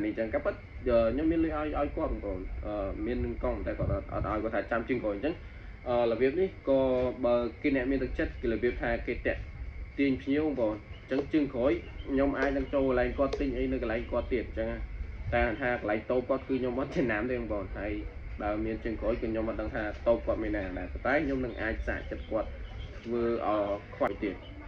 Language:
Khmer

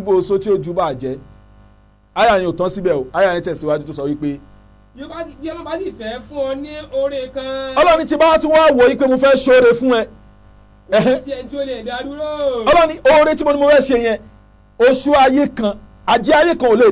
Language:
Yoruba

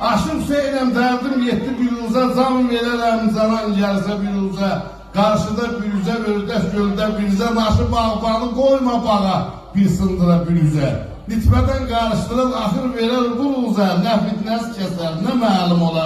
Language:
South Azerbaijani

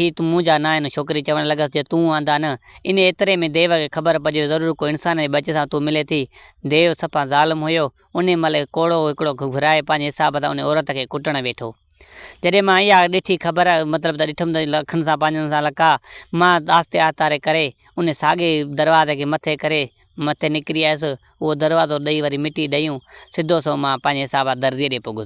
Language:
Sindhi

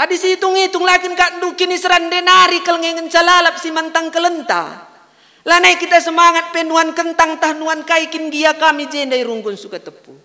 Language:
Batak Karo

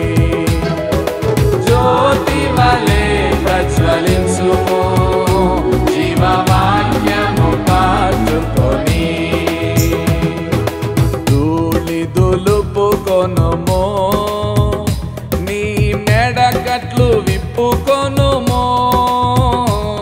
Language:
Telugu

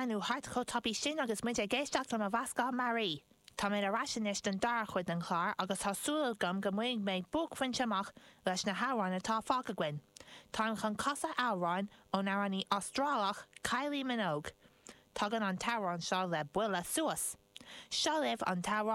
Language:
Irish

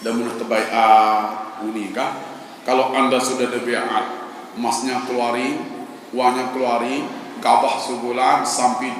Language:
Sasak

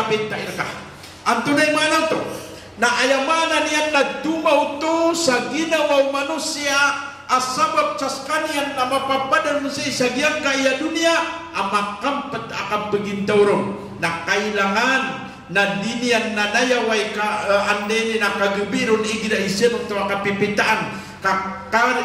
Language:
Maranao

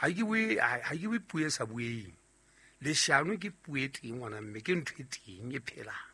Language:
Southern Sotho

